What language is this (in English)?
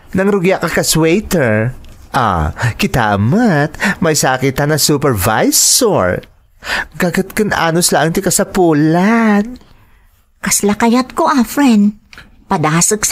Iloko